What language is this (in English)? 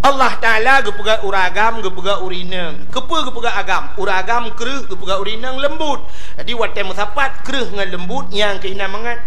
Achinese